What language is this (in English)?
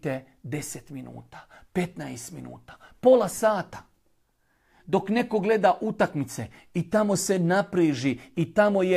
Bosnian